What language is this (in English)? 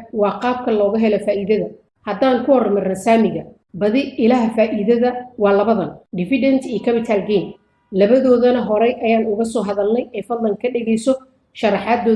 Somali